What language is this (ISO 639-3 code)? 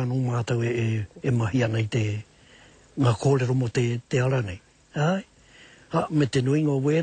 mri